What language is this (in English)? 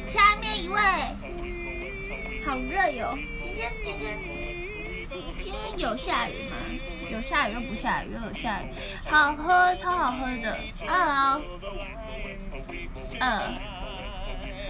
Chinese